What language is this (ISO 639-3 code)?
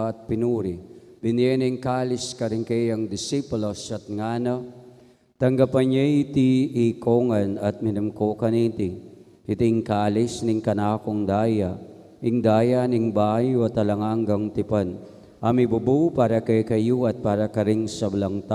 pam